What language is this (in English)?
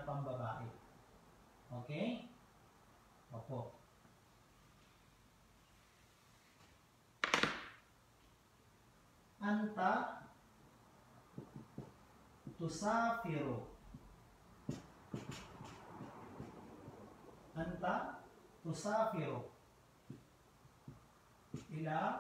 Filipino